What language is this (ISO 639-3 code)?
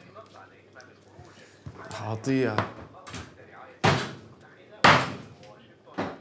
bul